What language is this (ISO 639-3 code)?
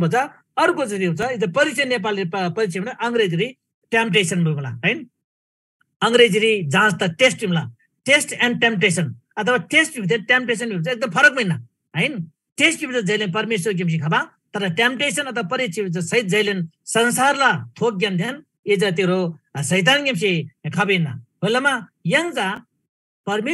taj